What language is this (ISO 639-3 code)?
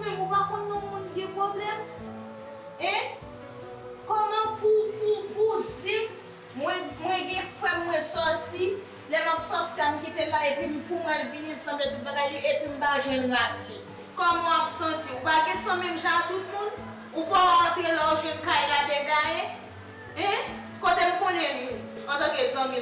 hat